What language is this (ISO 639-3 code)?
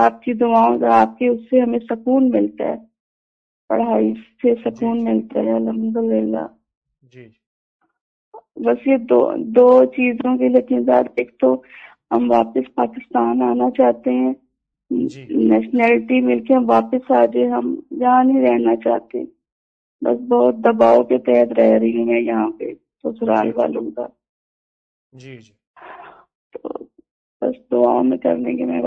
urd